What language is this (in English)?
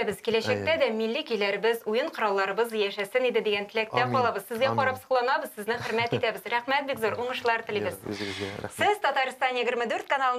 Tatar